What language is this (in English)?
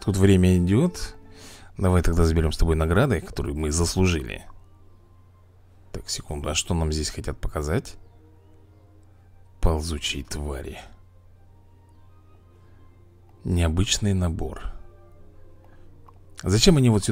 Russian